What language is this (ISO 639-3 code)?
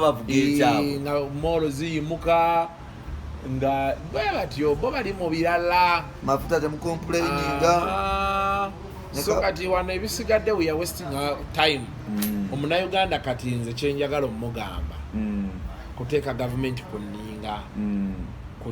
lug